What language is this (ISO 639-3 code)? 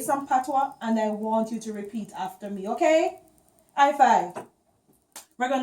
jam